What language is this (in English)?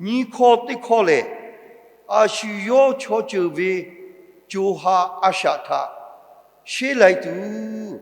Lahu